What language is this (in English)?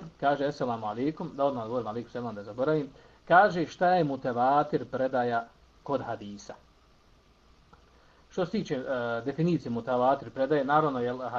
Bosnian